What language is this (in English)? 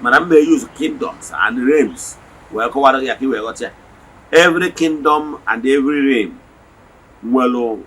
Igbo